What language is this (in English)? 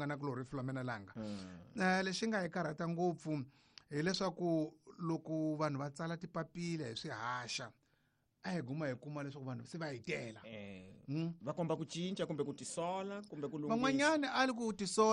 Tsonga